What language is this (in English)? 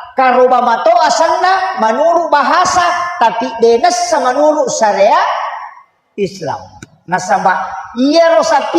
Buginese